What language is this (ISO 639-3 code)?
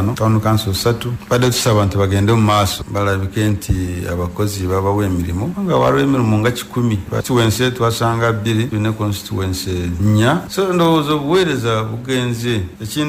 lug